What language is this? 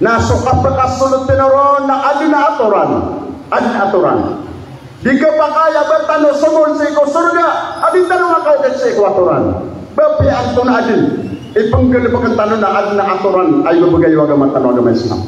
Maranao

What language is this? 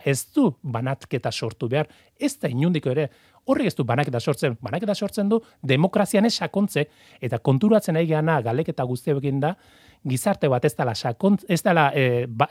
Basque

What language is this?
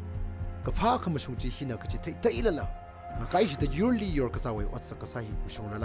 Tangkhul Naga (India)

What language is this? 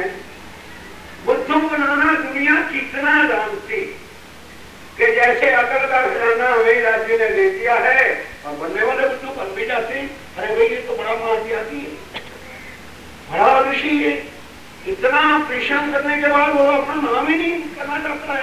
Hindi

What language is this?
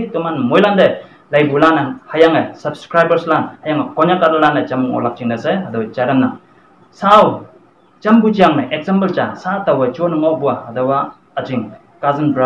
Konyak Naga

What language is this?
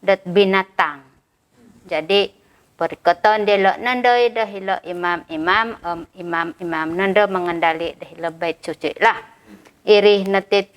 Central Dusun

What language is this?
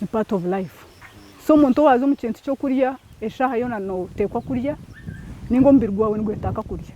Nyankole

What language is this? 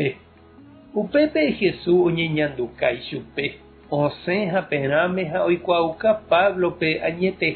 Guarani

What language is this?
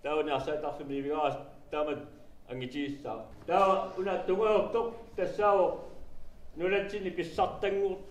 Kalaallisut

